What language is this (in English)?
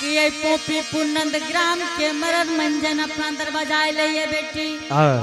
Angika